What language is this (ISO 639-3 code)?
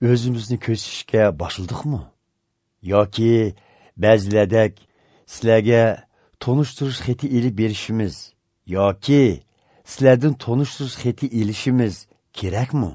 uig